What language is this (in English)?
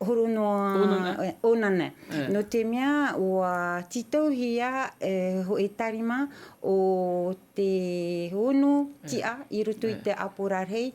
Tahitian